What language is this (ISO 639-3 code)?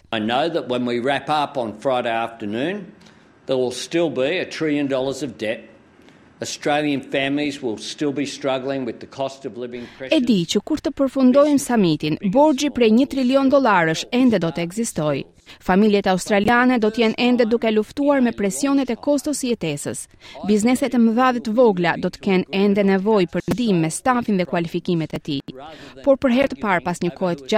sqi